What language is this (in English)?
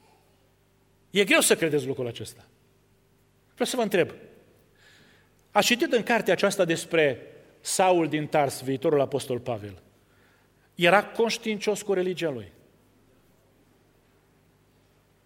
Romanian